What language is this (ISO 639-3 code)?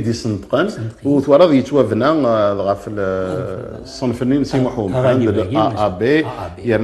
kab